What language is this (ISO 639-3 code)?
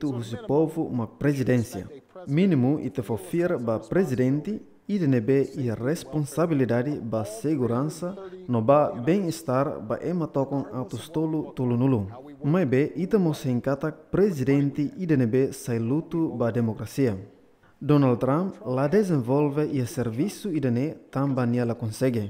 tet